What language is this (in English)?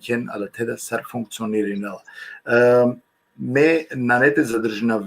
Balkan Romani